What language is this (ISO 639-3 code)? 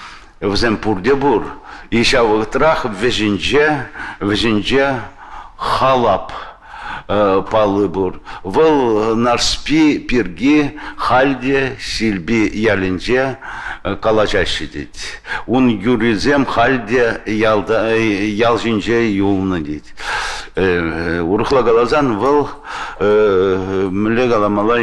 chv